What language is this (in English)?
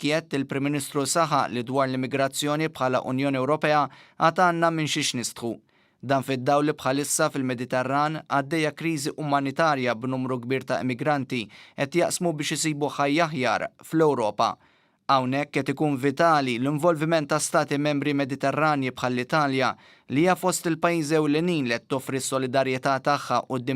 Maltese